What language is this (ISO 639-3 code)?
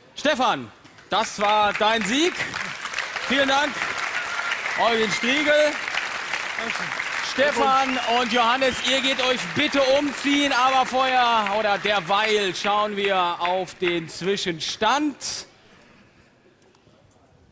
deu